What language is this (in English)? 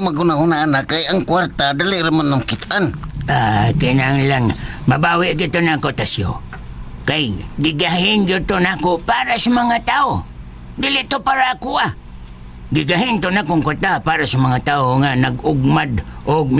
Cebuano